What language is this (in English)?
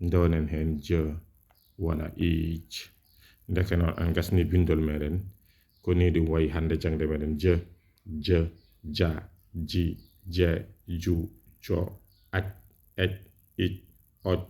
Fula